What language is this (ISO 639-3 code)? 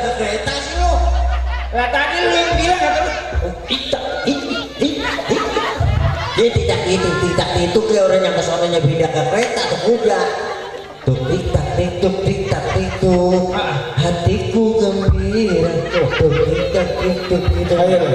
bew